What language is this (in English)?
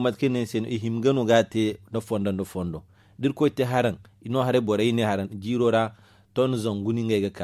Zarma